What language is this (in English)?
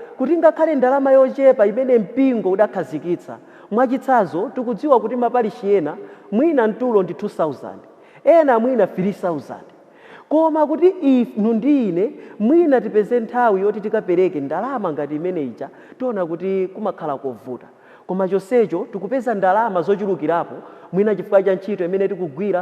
Nyanja